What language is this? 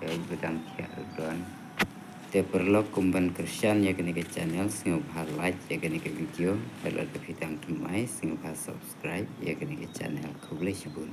Khasi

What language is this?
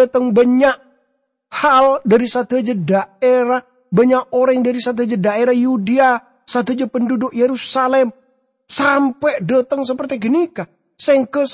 Madurese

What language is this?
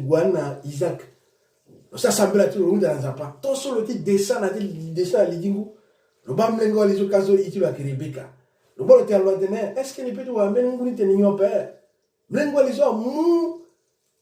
Sango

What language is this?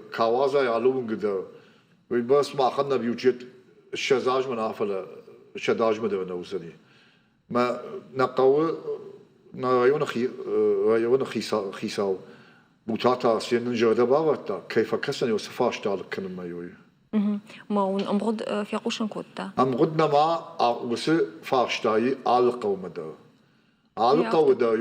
Ossetic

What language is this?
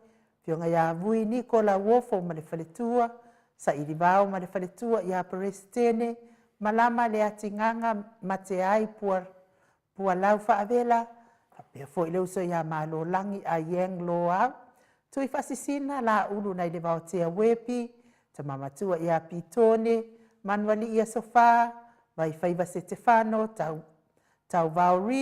Samoan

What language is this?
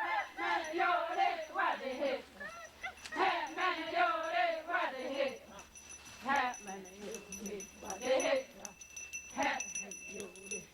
Xavánte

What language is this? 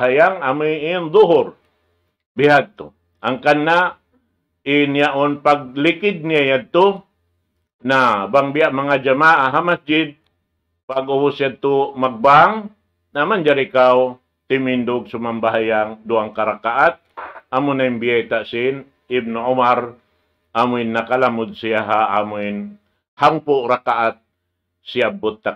Tausug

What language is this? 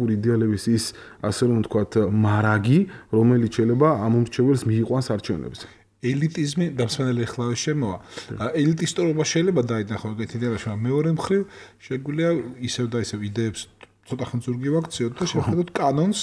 Georgian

